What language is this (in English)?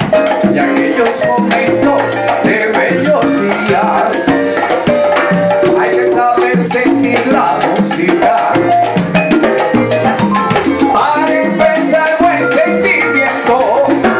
Spanish